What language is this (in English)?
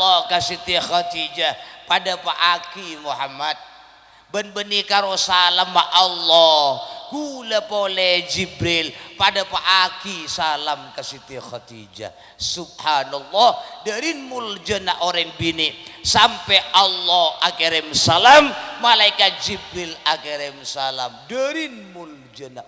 Madurese